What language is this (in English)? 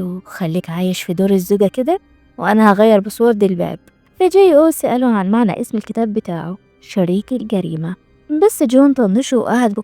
Egyptian Arabic